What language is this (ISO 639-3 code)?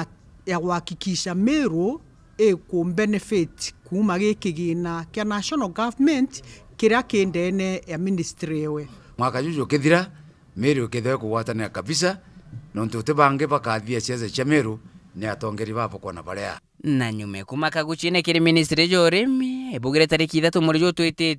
mer